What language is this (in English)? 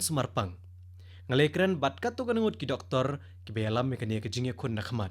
Khasi